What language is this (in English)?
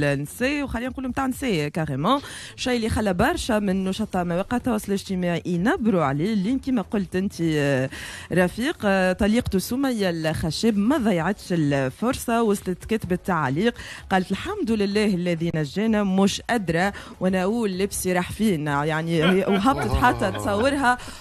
Tunisian Arabic